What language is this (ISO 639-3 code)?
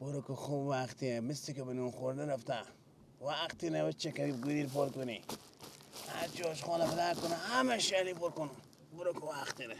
fas